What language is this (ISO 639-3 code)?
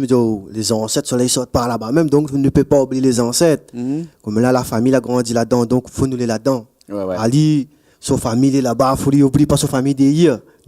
rcf